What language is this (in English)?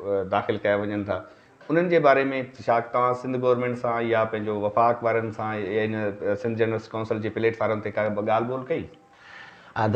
Sindhi